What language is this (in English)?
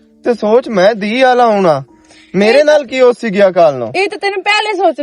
Western Panjabi